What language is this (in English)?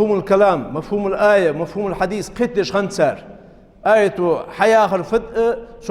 Ingush